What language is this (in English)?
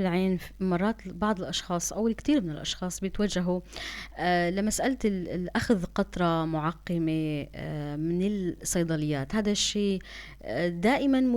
North Levantine Arabic